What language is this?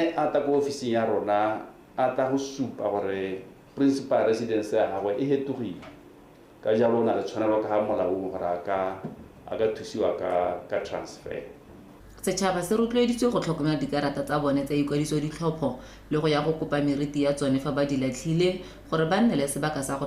Tswana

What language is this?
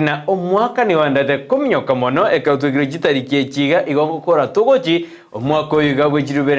Gusii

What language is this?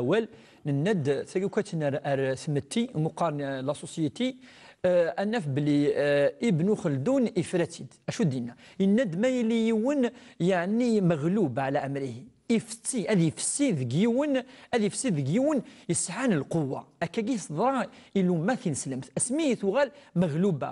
Kabyle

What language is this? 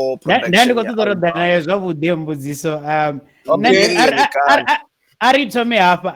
Venda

